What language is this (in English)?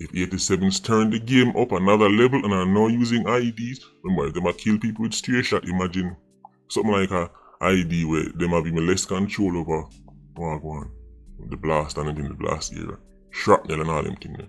Jamaican Creole English